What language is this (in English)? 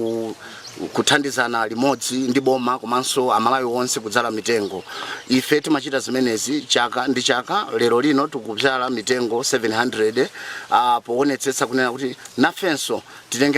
Nyanja